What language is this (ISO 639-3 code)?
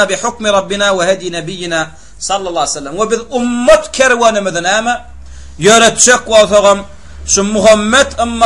tuk